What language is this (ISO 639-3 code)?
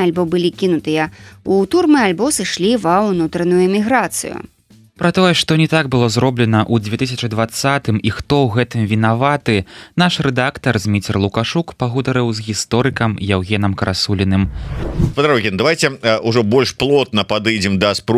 bel